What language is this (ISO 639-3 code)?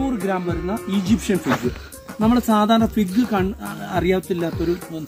mal